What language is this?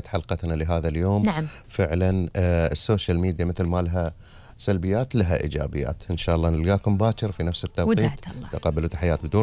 Gulf Arabic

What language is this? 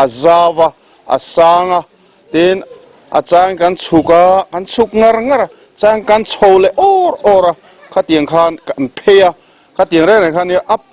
Mizo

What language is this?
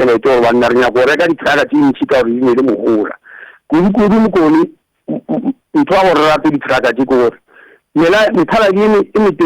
Northern Sotho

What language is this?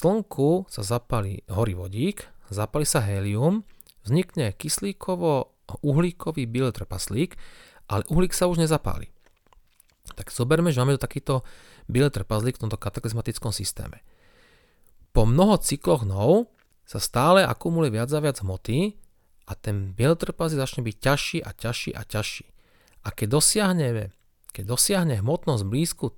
Slovak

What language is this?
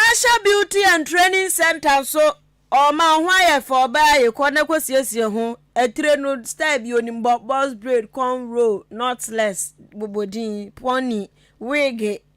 Akan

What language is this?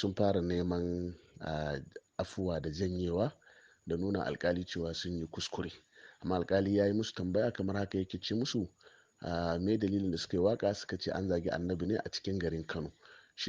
Hausa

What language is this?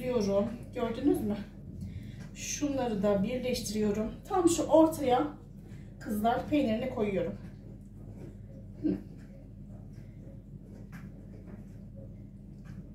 Turkish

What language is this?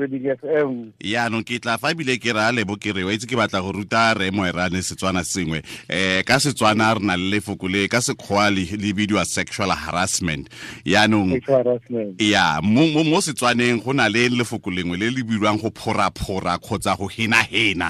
Tswana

